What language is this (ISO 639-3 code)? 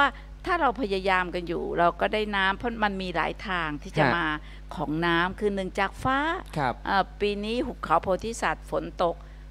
tha